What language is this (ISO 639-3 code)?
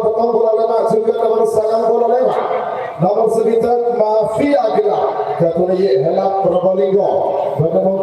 mad